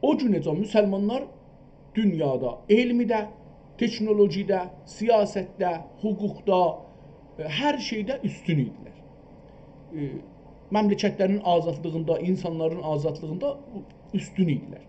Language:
South Azerbaijani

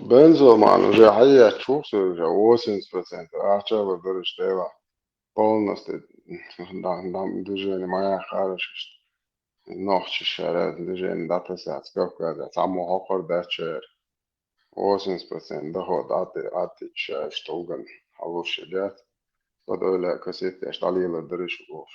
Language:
Chechen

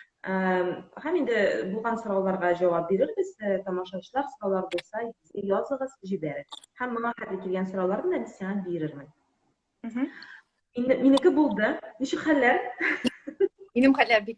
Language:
Tatar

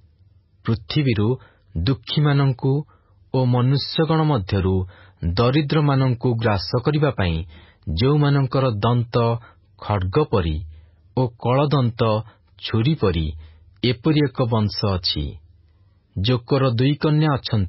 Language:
Odia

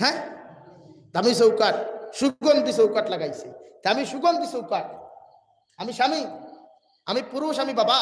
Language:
Sylheti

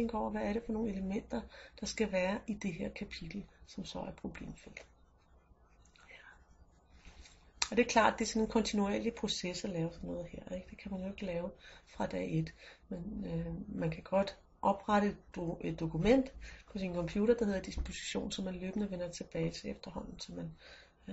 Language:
Danish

